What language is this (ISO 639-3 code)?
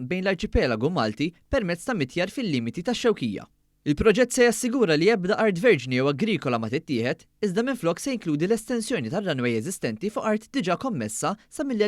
mlt